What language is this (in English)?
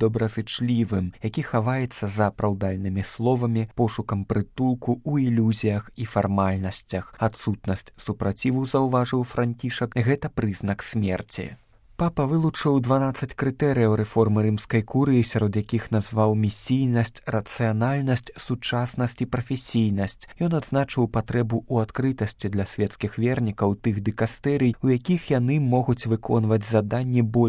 Belarusian